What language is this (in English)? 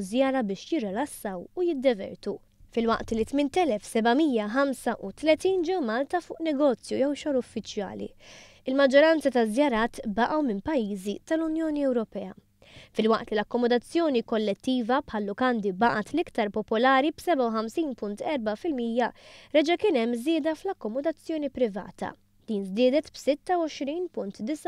Maltese